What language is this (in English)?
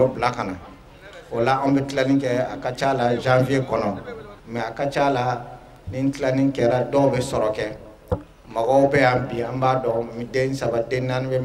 Bambara